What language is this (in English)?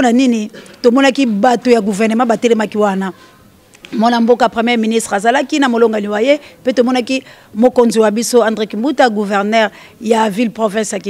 Lingala